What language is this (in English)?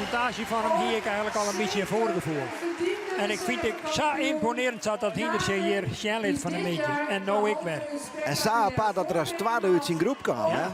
Western Frisian